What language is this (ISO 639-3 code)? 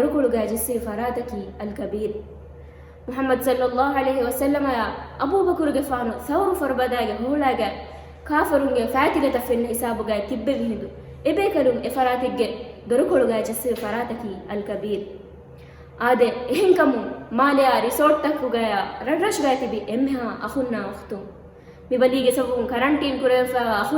div